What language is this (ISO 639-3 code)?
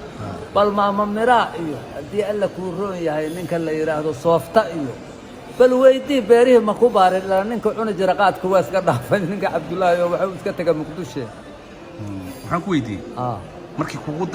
som